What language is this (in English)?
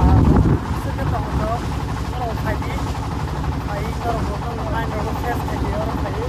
Kok Borok